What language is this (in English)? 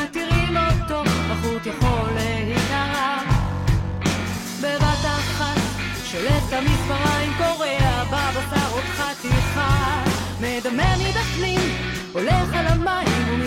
Hebrew